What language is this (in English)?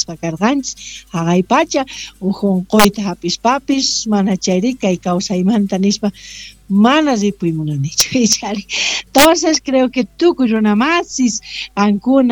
South Bolivian Quechua